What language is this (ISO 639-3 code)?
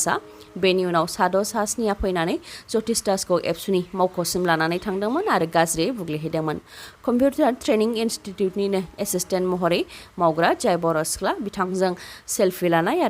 brx